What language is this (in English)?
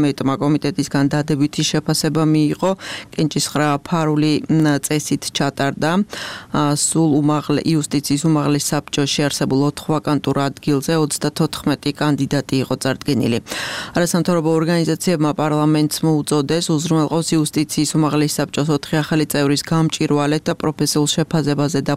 Georgian